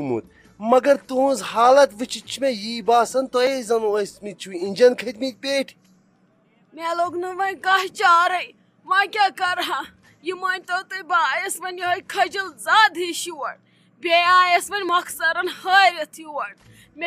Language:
Kashmiri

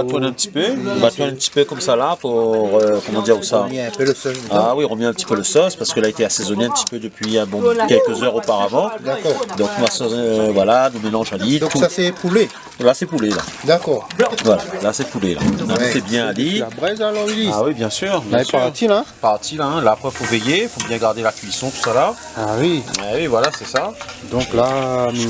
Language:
Réunion Creole French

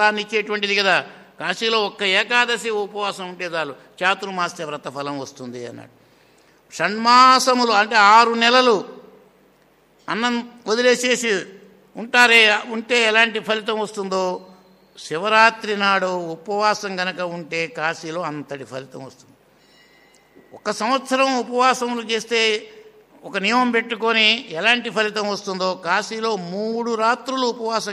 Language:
Telugu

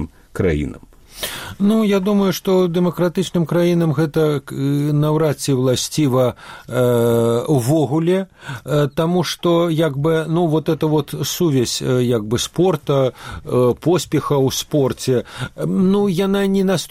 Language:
Belarusian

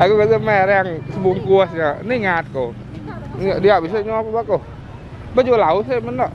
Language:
Iban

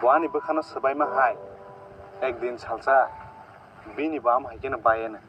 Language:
Kok Borok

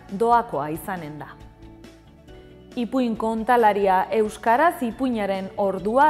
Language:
Basque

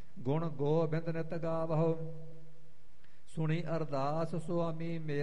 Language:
Punjabi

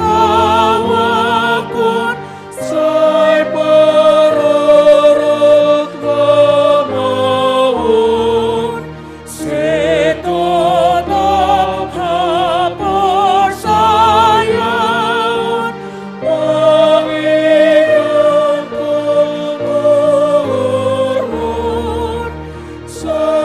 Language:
Batak Simalungun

